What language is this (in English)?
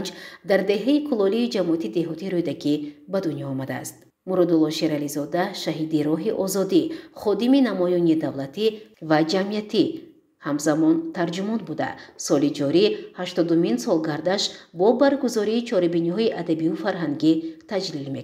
Tajik